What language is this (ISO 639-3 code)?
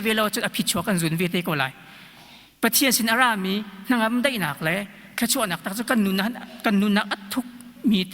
cnh